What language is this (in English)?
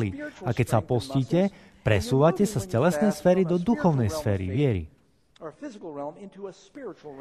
Slovak